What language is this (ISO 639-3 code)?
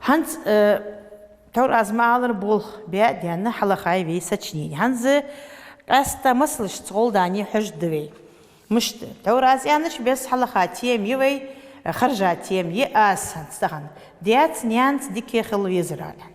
inh